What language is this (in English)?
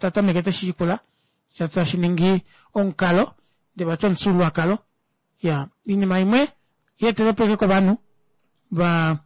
Kuanyama